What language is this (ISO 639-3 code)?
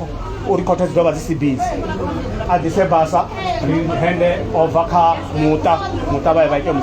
ven